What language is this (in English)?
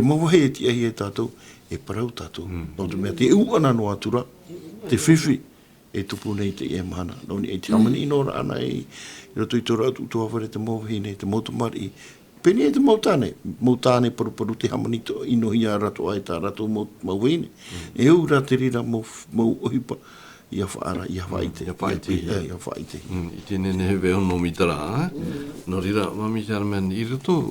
Tahitian